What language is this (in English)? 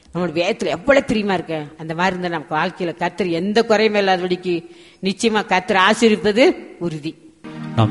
Tamil